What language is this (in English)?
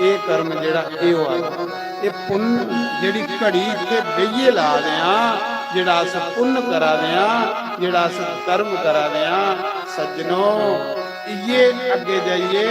Dogri